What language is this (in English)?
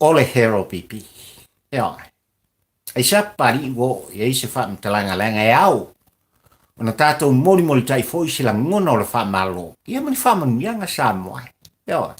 Samoan